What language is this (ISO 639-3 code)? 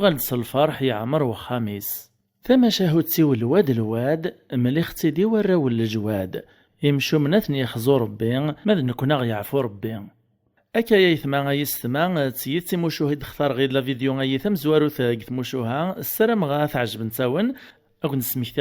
kab